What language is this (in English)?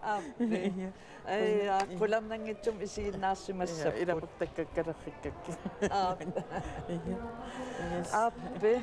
Kalaallisut